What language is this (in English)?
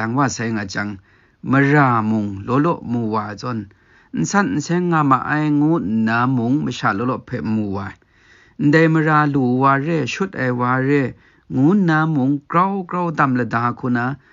Kachin